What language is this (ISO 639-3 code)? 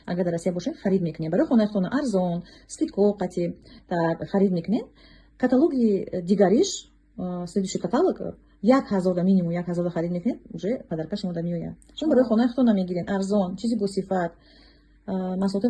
tgk